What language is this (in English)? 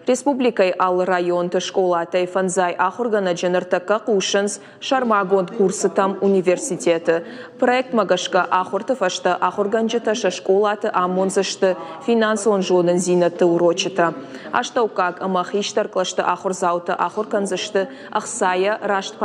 Ossetic